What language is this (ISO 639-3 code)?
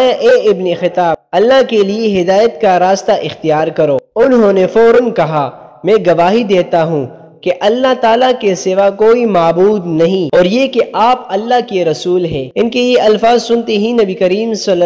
urd